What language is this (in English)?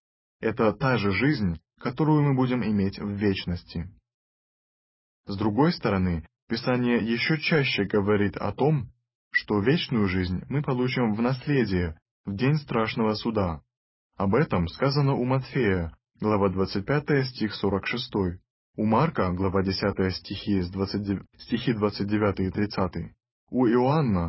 Russian